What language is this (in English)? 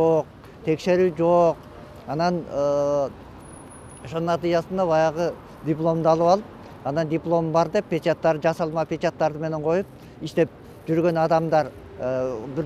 Kyrgyz